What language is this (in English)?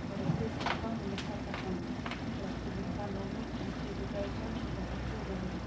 Dehu